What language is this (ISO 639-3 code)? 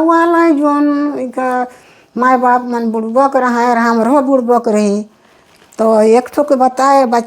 sck